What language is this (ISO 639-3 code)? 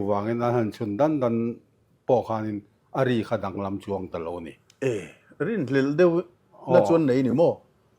lus